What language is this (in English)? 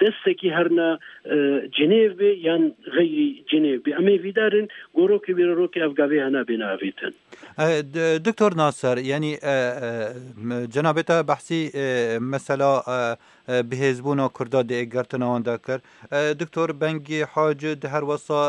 Kurdish